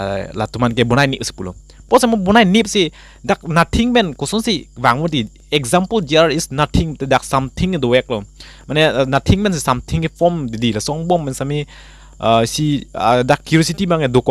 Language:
Karbi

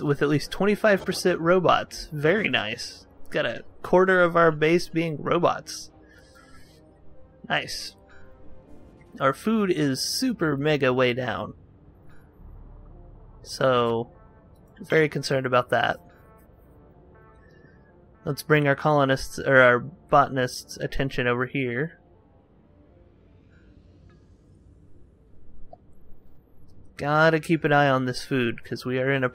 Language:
English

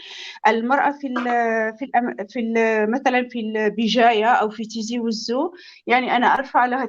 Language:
North Levantine Arabic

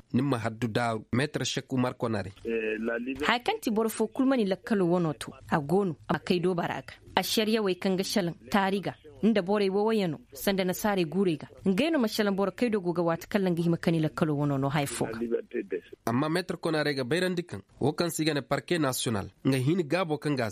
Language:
Koyraboro Senni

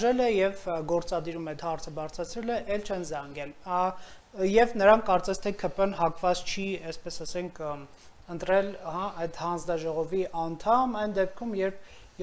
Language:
Armenian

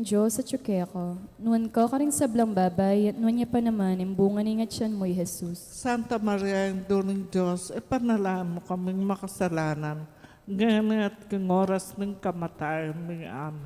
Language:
Pampanga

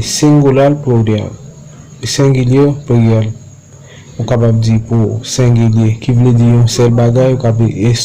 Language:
Haitian Creole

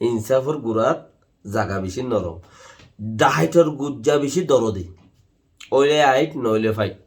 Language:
Rohingya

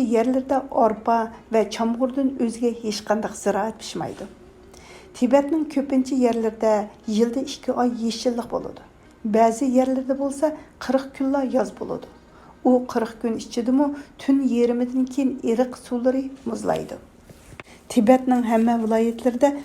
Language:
Uyghur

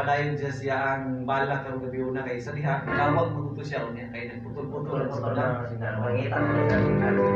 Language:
Cebuano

